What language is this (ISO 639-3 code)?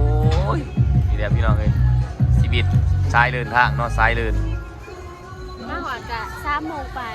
lao